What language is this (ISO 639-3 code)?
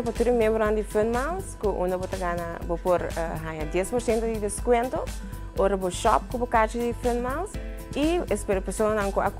pap